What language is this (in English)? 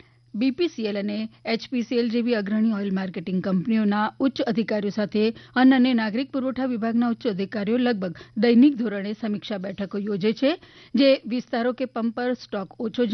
Gujarati